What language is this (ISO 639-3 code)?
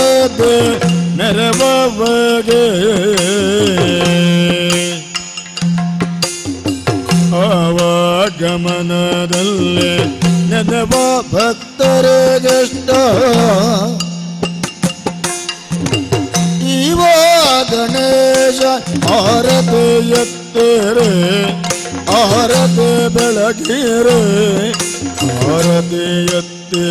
kan